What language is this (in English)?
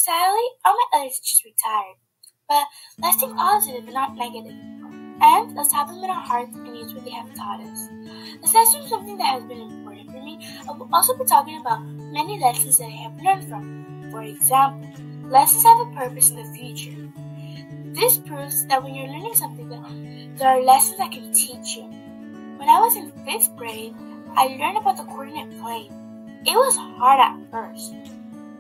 English